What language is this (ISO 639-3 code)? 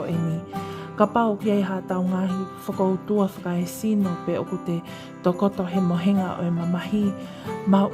ton